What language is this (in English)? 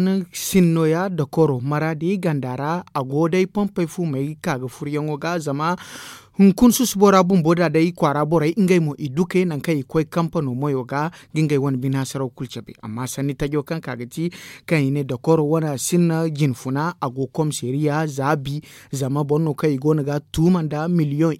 Zarma